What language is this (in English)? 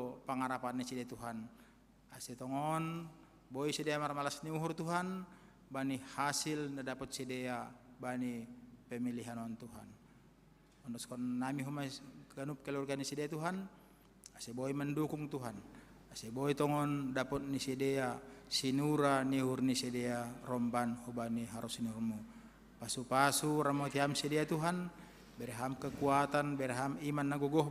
Batak Simalungun